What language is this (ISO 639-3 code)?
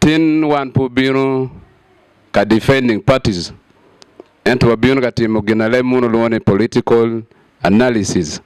ach